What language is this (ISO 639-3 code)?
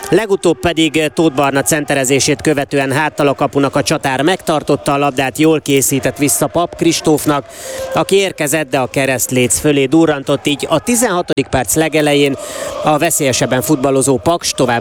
hun